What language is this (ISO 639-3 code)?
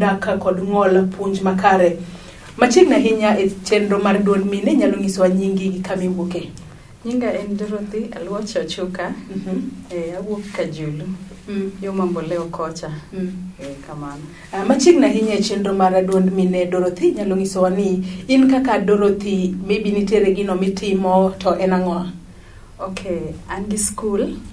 luo